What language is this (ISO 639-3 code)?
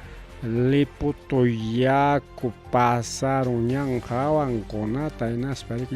quy